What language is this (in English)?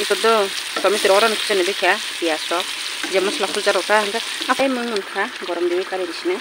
Kok Borok